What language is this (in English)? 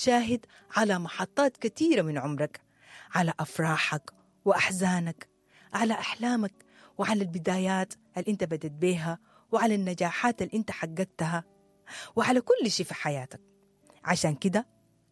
Sudanese Arabic